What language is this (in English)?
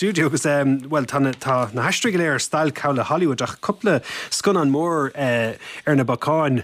Irish